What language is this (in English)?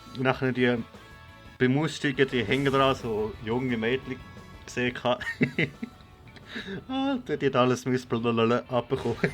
Swiss German